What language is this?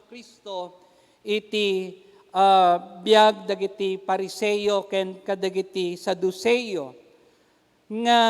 Iloko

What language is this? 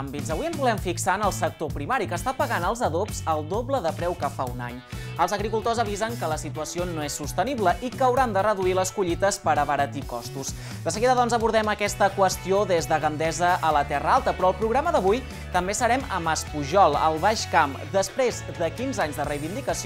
Catalan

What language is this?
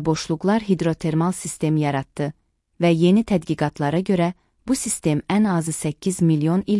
Azerbaijani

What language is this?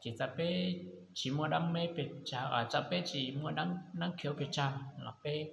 Hmong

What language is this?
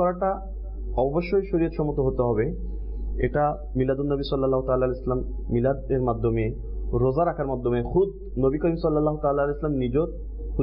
Bangla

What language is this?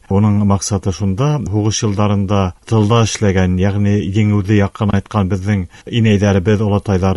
Bashkir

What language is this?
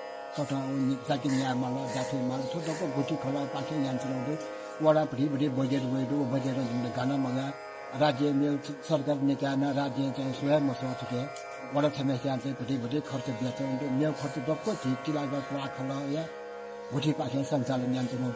Newari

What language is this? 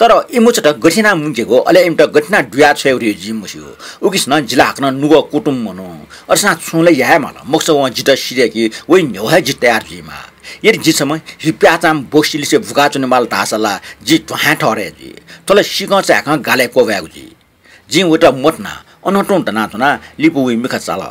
Newari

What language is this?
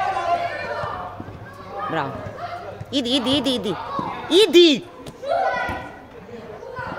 Serbian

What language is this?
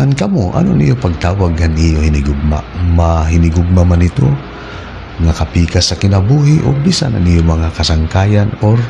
Waray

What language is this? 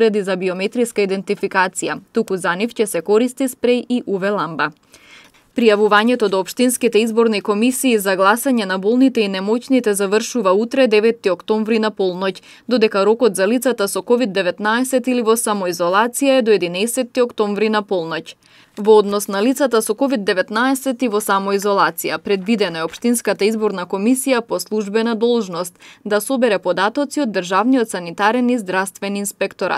Macedonian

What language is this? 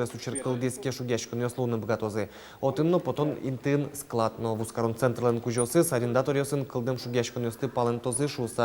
Udmurt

